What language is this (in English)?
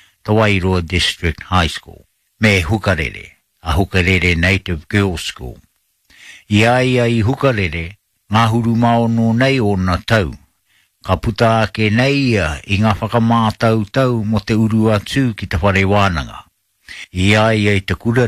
Māori